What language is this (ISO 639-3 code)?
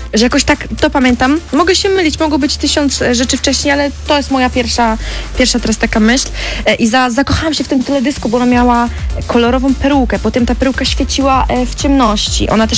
pol